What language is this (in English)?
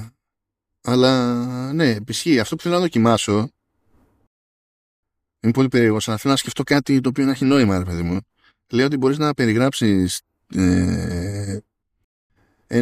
Greek